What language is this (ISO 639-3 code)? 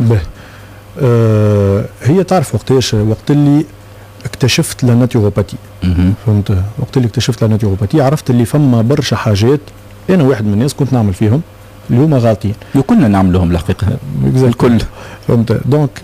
aeb